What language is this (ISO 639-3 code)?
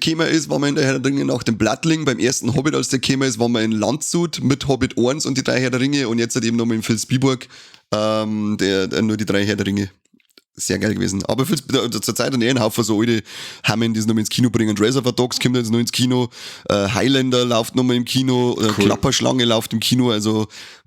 bar